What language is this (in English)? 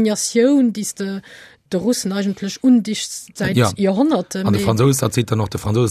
Luxembourgish